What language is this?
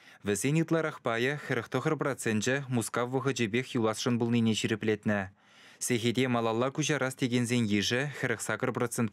Chuvash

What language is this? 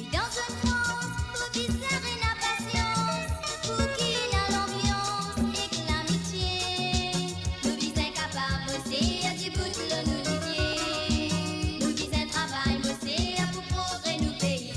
Morisyen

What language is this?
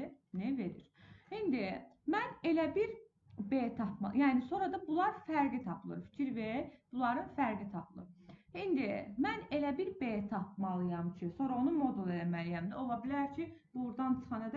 Azerbaijani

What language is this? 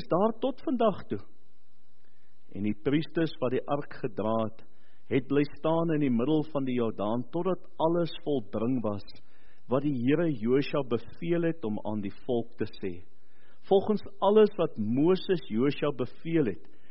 Afrikaans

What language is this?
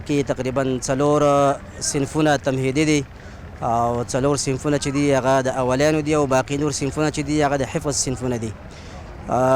Pashto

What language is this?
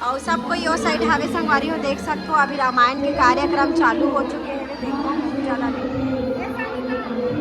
Chhattisgarhi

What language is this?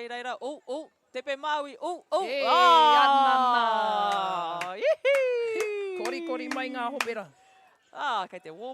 Māori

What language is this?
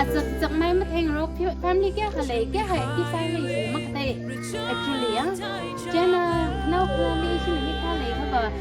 Tangkhul Naga (India)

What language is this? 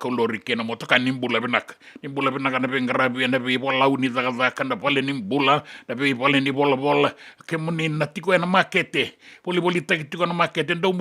Fijian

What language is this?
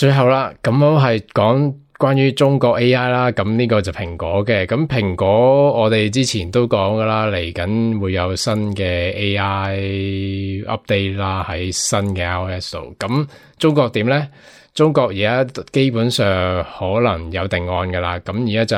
Cantonese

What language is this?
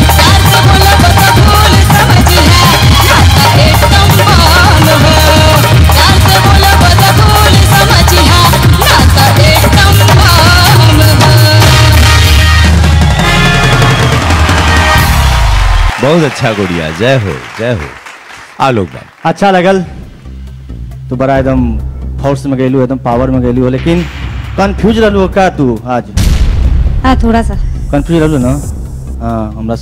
Bhojpuri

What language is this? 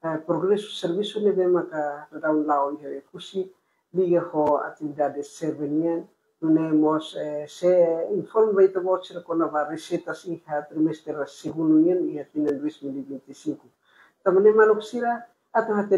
Tetum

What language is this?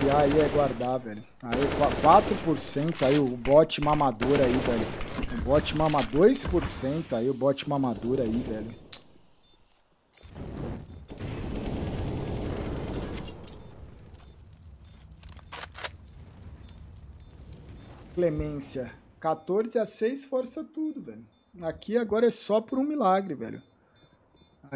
Portuguese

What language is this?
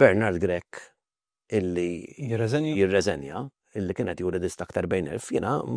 Maltese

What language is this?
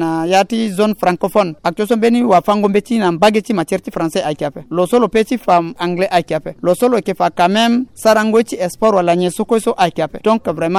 Sango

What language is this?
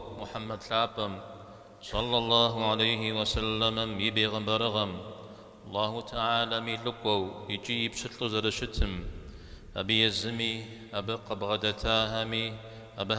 Kabardian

